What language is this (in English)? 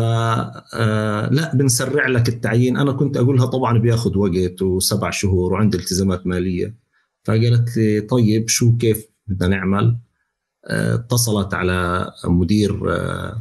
North Levantine Arabic